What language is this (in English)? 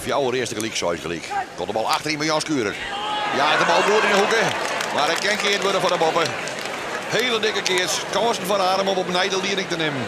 Western Frisian